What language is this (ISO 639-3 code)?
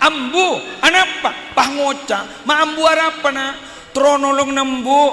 mad